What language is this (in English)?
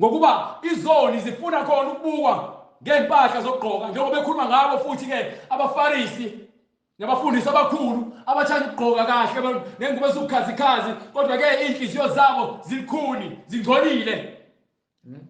Zulu